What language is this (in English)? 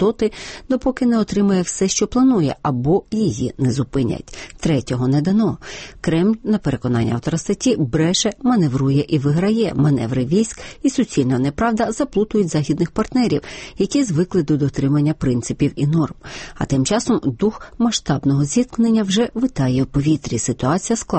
Ukrainian